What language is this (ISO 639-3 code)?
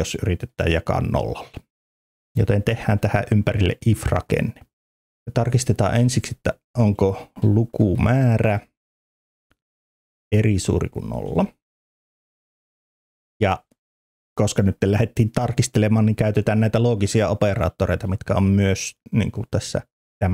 fin